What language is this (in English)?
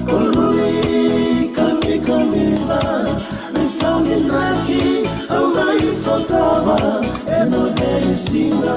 Fijian